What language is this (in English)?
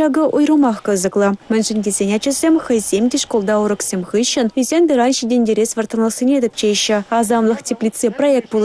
Chuvash